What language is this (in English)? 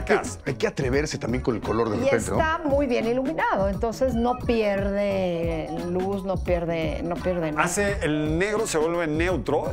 Spanish